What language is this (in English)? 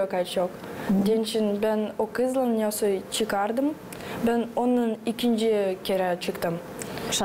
Gagauz